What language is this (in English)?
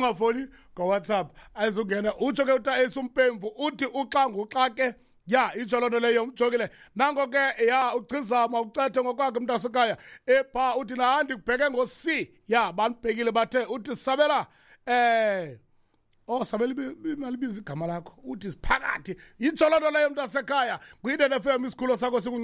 Xhosa